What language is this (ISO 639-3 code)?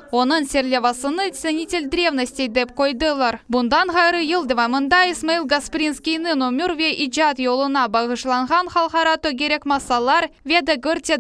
crh